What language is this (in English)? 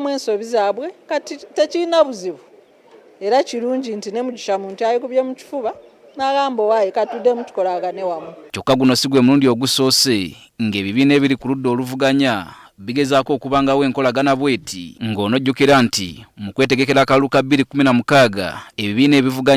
Ganda